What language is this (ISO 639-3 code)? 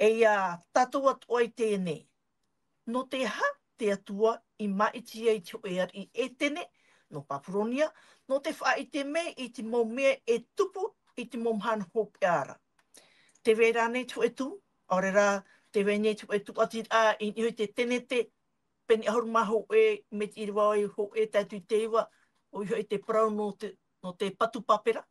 tah